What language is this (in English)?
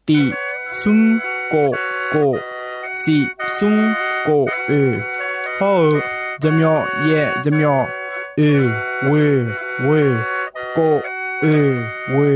Akha